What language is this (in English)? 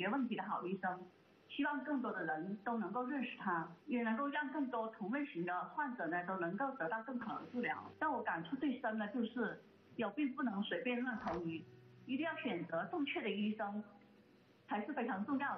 Chinese